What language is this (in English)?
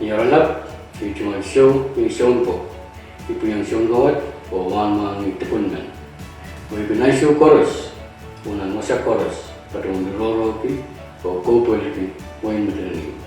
Pohnpeian